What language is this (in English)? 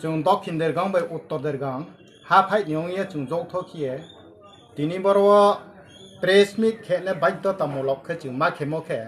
Riang (India)